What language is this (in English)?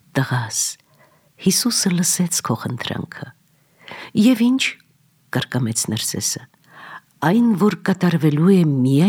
Armenian